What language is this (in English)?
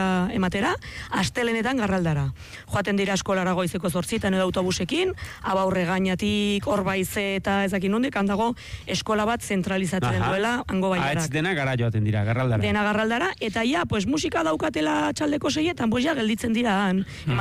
Basque